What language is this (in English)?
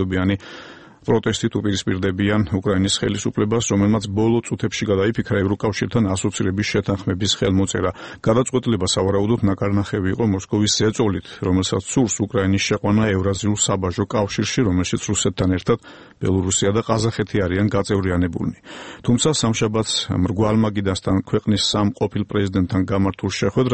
Georgian